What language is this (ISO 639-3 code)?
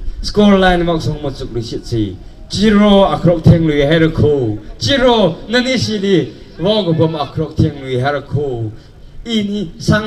nmf